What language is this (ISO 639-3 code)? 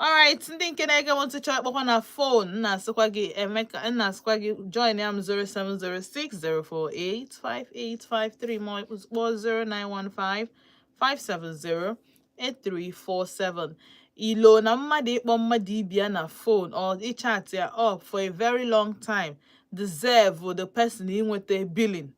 ibo